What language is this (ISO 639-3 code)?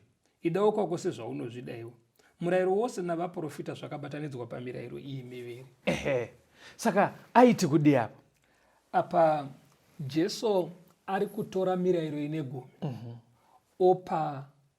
sna